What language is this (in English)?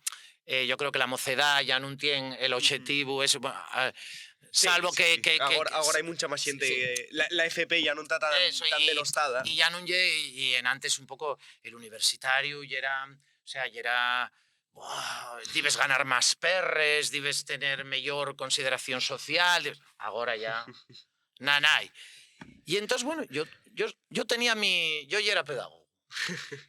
Asturian